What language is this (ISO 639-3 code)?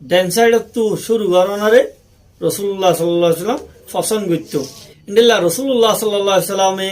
rhg